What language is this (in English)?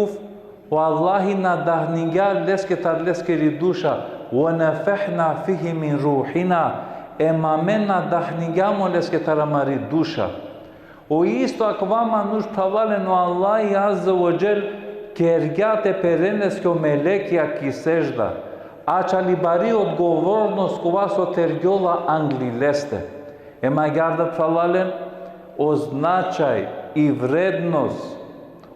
Balkan Romani